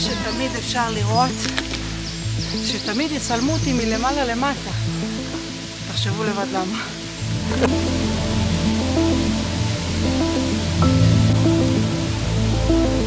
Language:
Hebrew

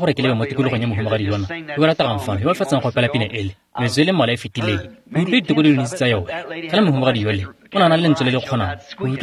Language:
Tswana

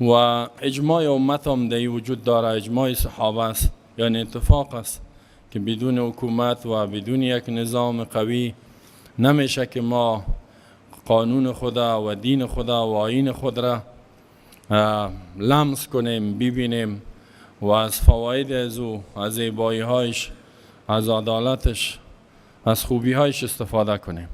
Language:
Persian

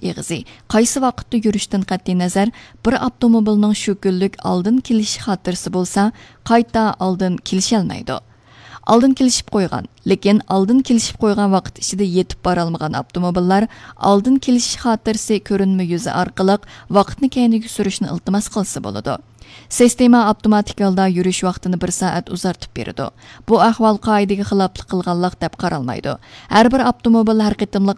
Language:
Uyghur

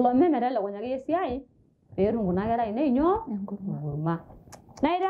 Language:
Masai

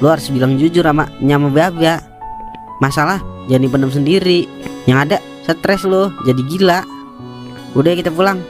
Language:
Betawi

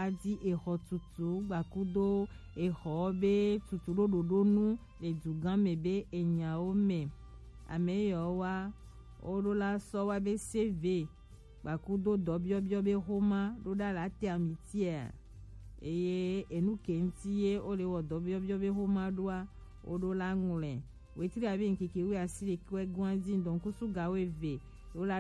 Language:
Gen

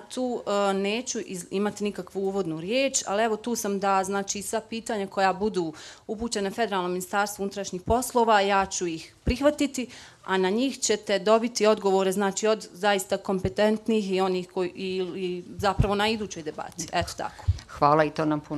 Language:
Bosnian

